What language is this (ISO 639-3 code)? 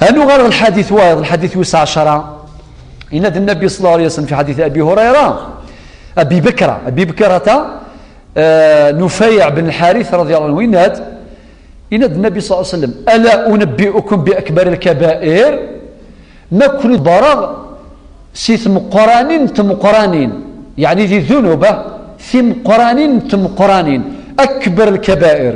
kab